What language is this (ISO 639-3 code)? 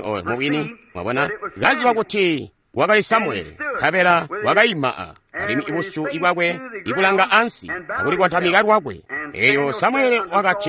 toi